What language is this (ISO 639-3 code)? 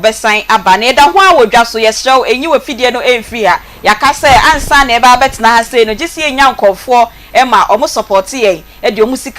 aka